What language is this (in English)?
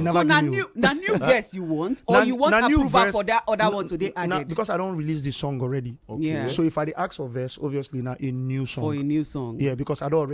Nigerian Pidgin